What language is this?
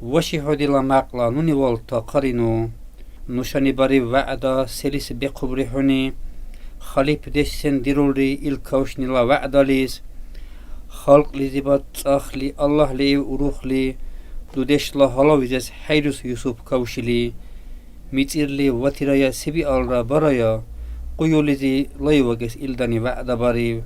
Dargwa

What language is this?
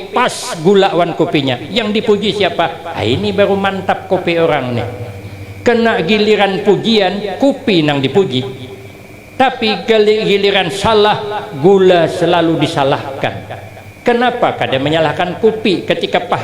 Banjar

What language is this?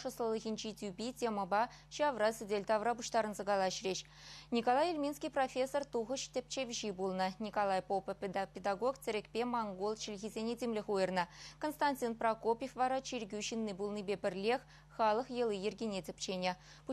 Chuvash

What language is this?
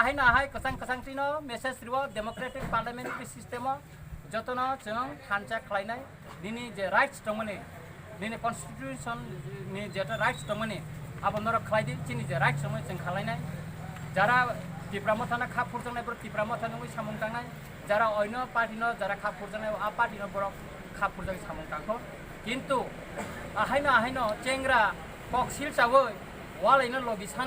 Kok Borok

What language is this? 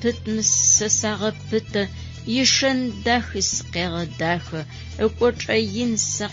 Adyghe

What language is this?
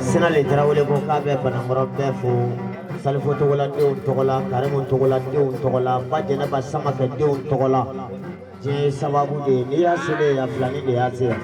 Bambara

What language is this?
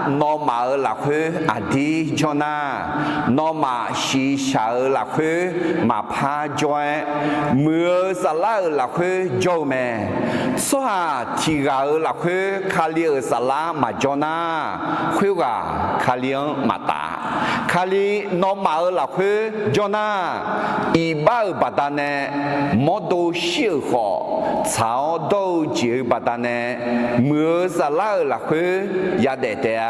Akha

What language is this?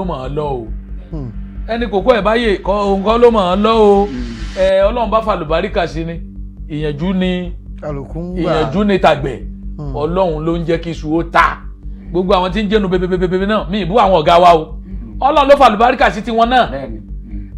Yoruba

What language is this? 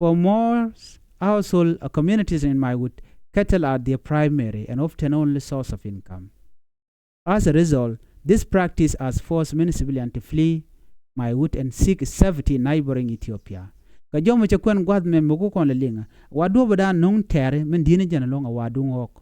Nuer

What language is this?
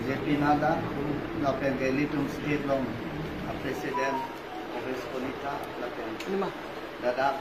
Karbi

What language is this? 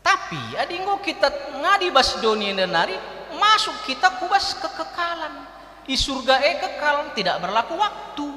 Batak Karo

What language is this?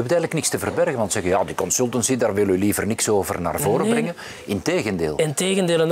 Dutch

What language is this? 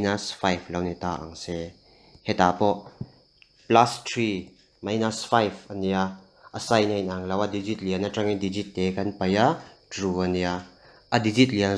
Mizo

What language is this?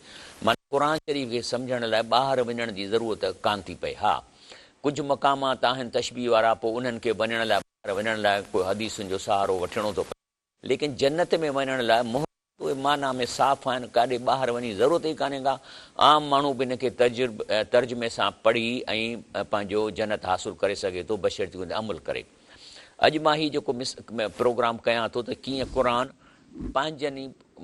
Sindhi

